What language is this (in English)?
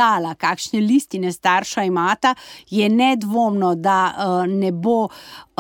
Slovenian